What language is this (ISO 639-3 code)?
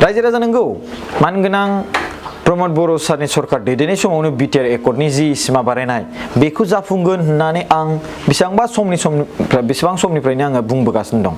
brx